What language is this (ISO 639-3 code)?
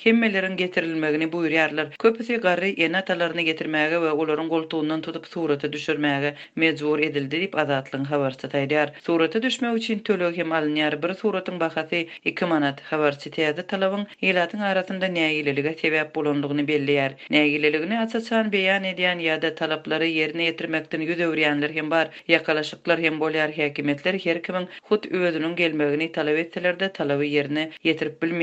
tuk